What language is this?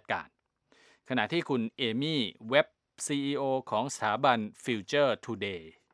Thai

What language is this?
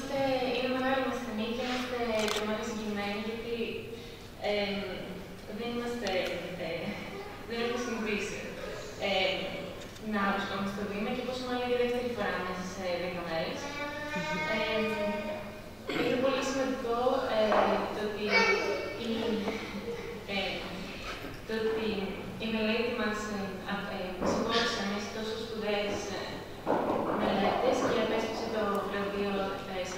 Greek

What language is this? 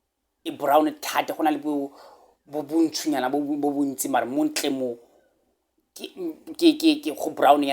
Tswana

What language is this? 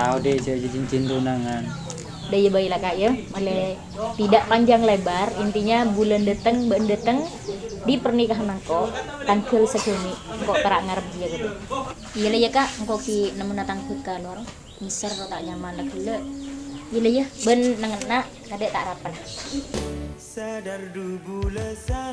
Madurese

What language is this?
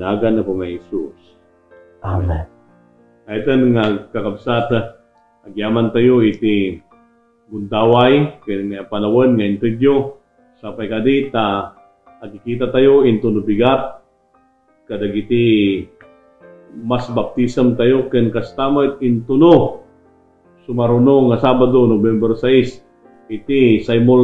Iloko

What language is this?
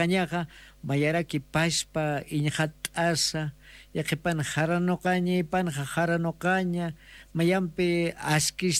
Aymara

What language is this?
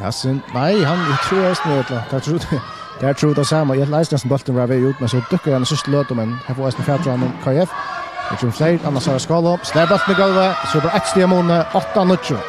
Faroese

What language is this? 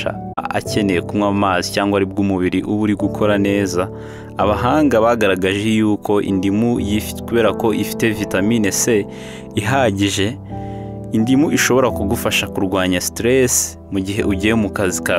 Kinyarwanda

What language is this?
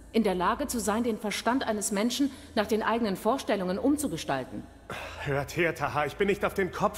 German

